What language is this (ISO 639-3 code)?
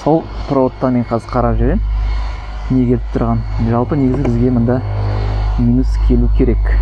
kaz